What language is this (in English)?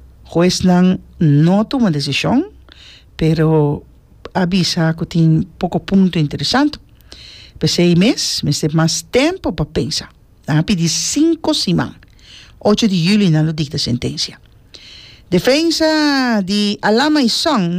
Papiamento